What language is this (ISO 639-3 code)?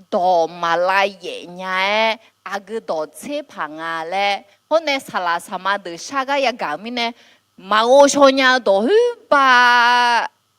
ahk